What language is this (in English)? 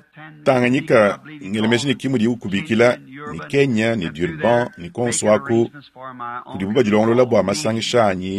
Luba-Lulua